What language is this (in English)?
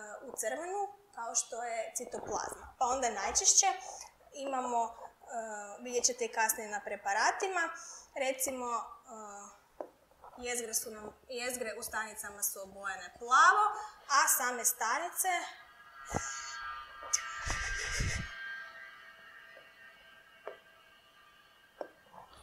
Croatian